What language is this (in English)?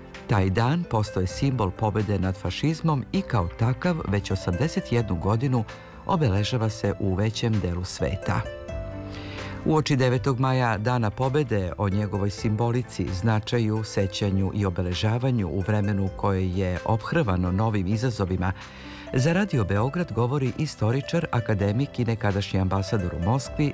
Serbian